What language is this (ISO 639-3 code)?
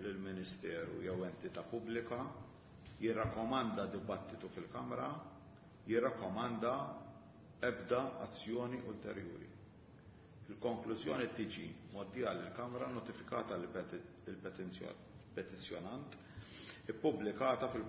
mlt